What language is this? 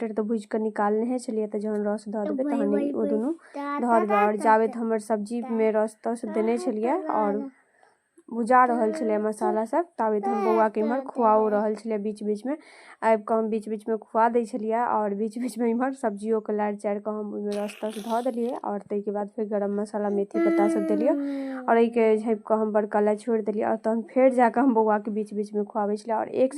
Maithili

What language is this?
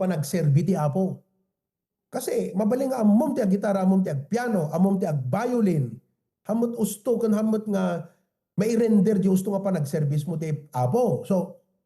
Iloko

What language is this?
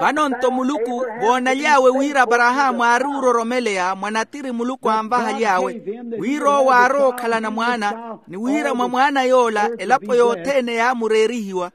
Makhuwa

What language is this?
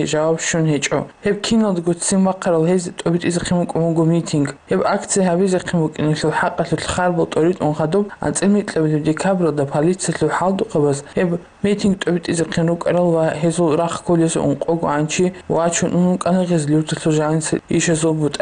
Avaric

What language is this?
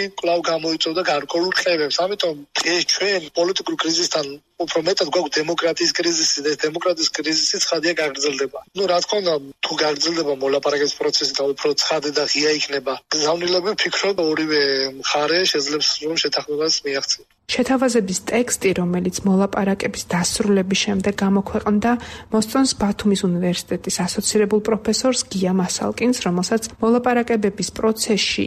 Georgian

